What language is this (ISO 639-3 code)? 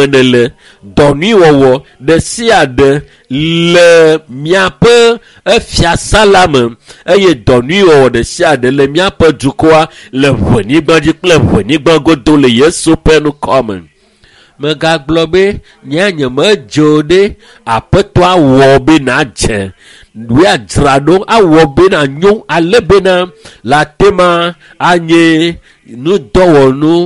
ewe